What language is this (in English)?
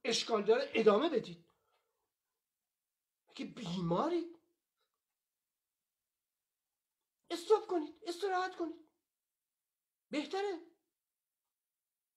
Persian